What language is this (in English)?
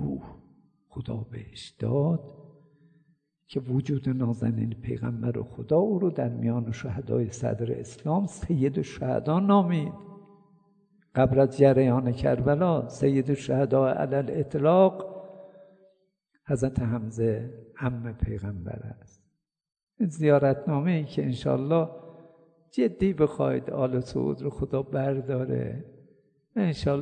Persian